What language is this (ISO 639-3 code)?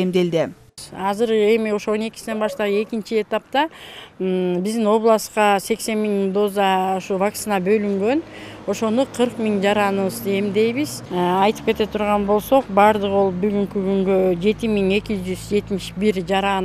kir